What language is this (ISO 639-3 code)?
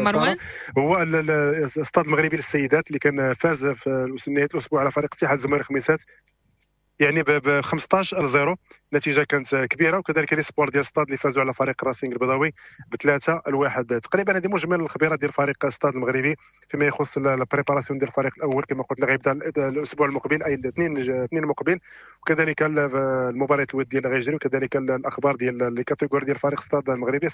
ary